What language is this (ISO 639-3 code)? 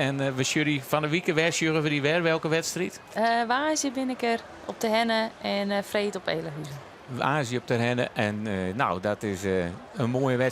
fry